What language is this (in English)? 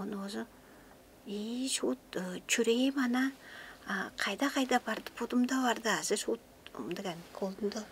Tuvinian